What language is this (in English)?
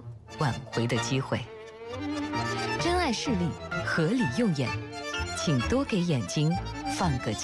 Chinese